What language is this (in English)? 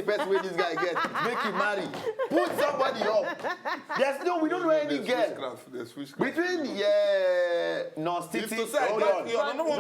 Nigerian Pidgin